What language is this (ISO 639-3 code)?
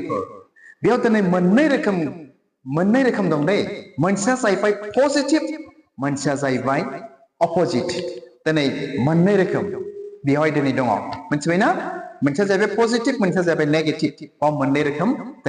brx